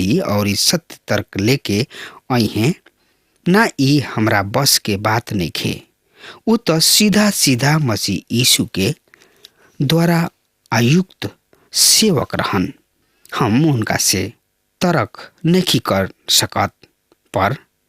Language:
Bhojpuri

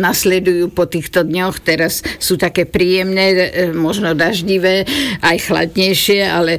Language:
Slovak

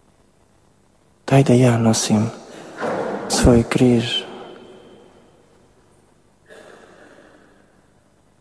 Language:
Croatian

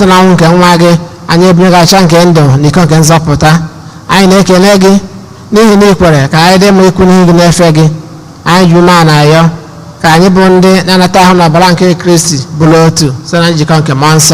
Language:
Igbo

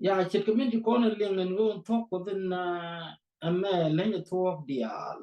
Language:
Nuer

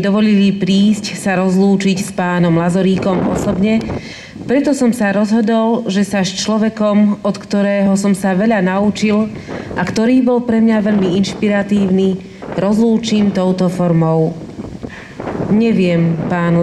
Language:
Slovak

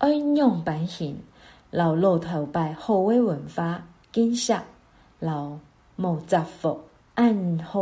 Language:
Hakka Chinese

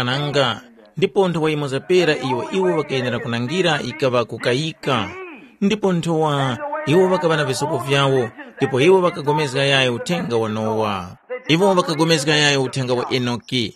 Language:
Tumbuka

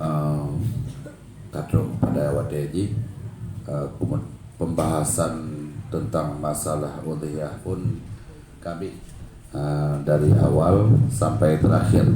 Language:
Achinese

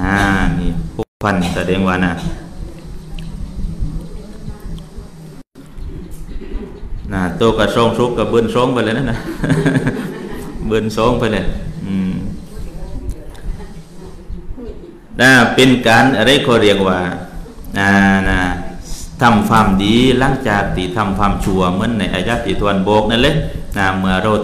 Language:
Thai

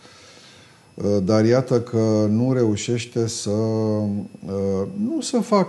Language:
Romanian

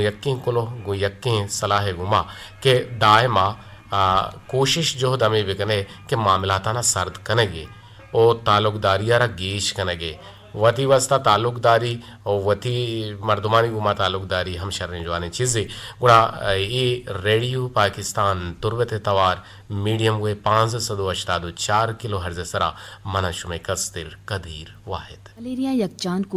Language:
Eastern Balochi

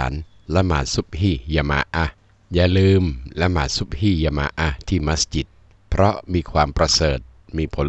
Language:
Thai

